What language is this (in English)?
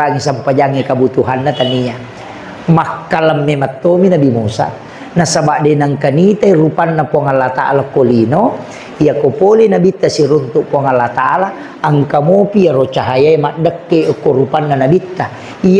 Buginese